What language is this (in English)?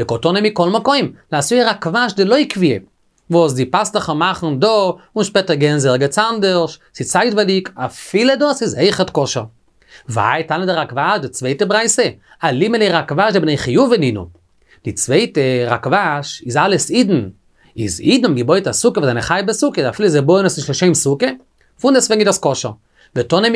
Yiddish